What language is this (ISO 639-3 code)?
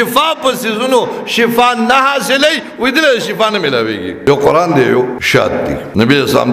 pus